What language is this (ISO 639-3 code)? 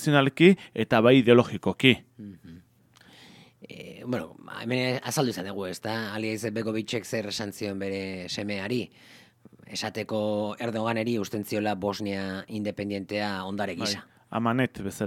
eus